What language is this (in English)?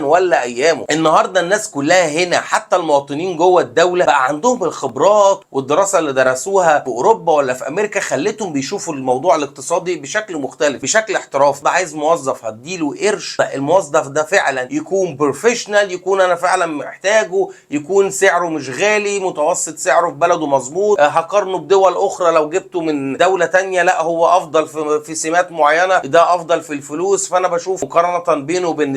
Egyptian Arabic